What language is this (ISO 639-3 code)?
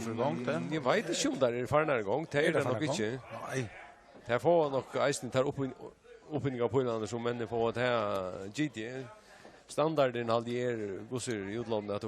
fao